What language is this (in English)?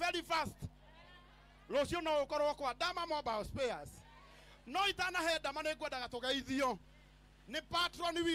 Kikuyu